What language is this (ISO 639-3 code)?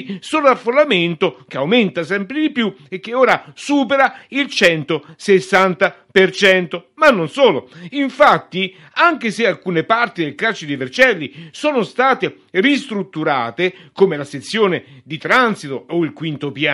ita